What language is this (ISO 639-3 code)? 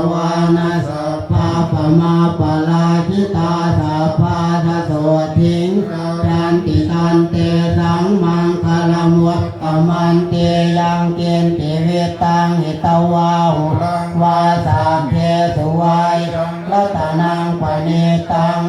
pli